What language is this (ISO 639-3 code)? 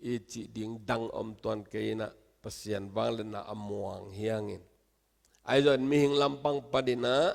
ctd